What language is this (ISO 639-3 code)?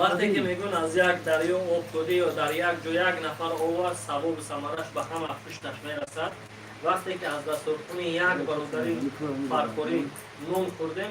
tgk